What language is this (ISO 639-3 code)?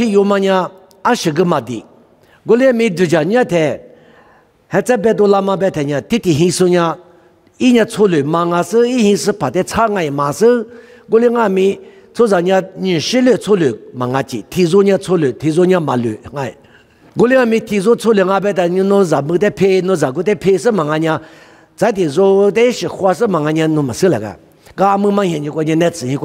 lis